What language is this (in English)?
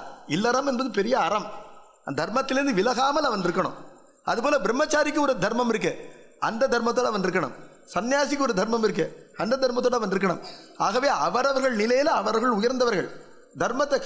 Tamil